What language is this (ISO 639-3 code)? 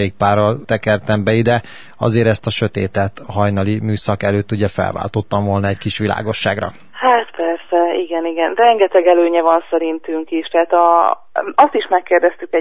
hun